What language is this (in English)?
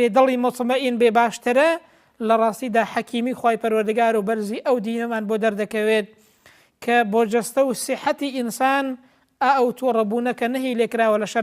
Central Kurdish